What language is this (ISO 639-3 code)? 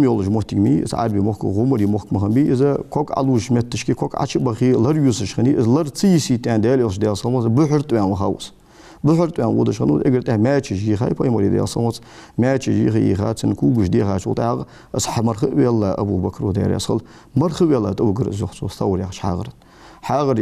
inh